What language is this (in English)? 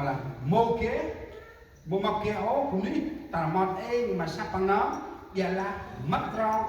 Central Mnong